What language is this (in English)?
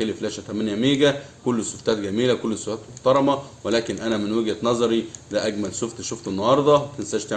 Egyptian Arabic